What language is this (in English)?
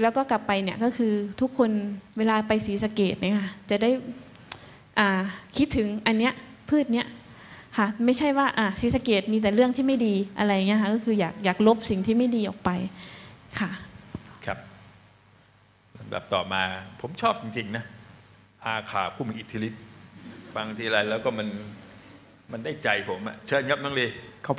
Thai